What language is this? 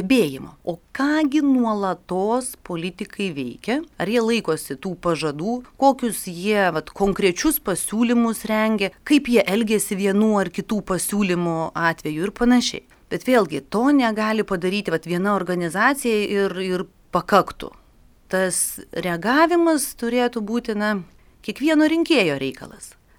Lithuanian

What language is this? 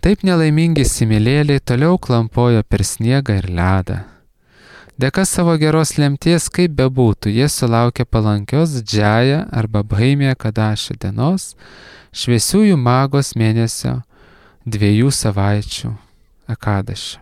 Lithuanian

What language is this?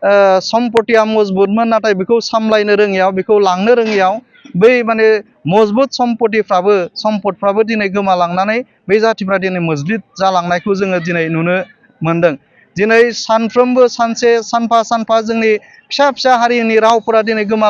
Bodo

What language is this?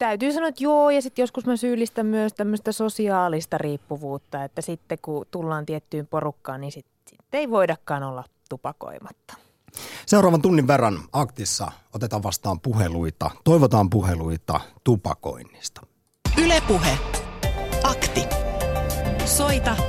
Finnish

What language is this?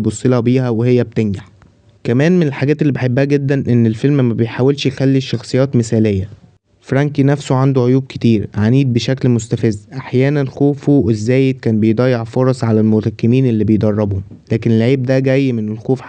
Egyptian Arabic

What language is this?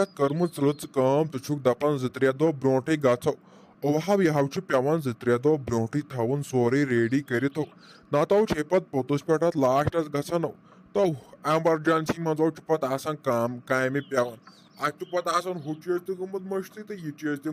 Kashmiri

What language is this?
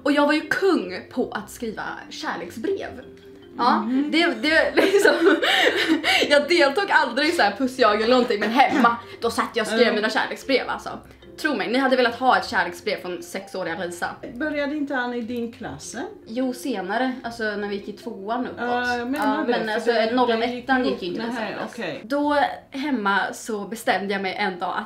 Swedish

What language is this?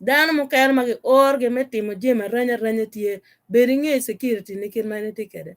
Acoli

